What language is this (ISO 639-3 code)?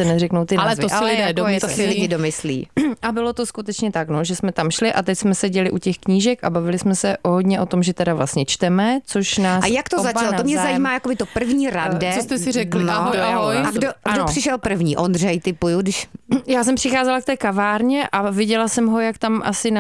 ces